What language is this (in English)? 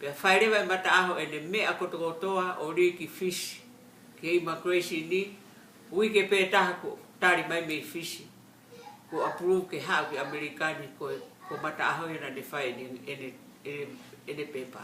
Tongan